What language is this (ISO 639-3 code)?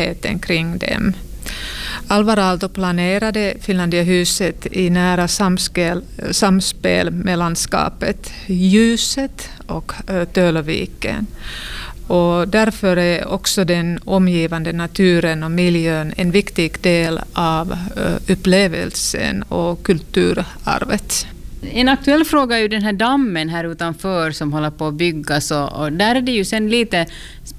swe